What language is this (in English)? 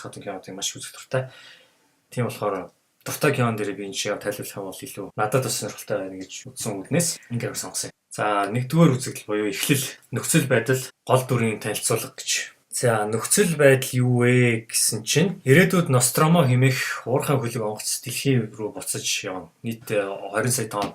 Mongolian